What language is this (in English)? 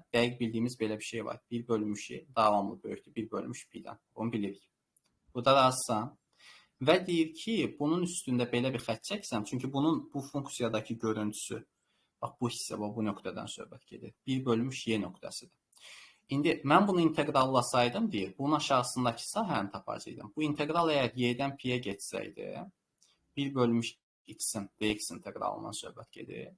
Azerbaijani